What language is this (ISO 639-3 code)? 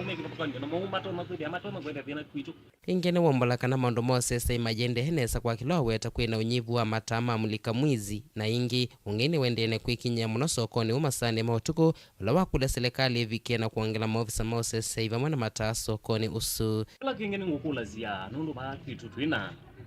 kam